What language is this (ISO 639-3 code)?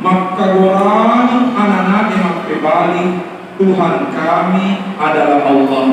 bug